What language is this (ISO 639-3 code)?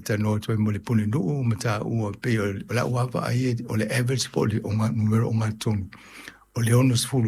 smo